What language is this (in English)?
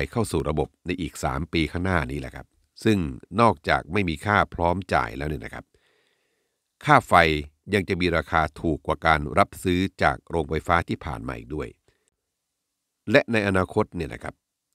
Thai